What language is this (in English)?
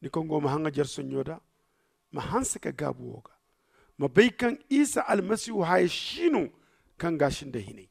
Zarma